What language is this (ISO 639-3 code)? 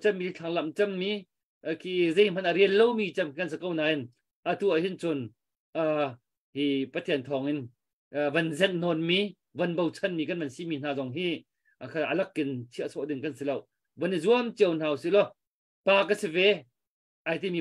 cnh